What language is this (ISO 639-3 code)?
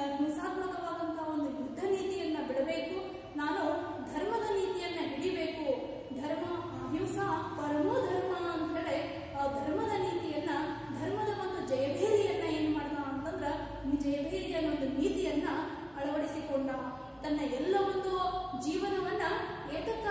kan